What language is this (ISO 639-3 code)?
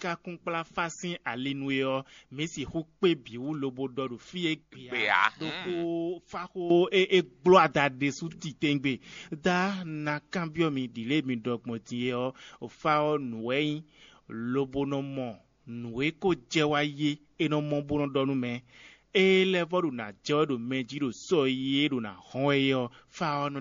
fon